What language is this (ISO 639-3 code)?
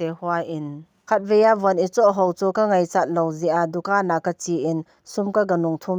tcz